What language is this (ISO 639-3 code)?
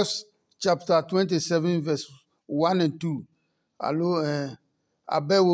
ada